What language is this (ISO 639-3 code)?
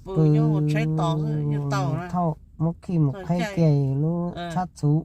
hmn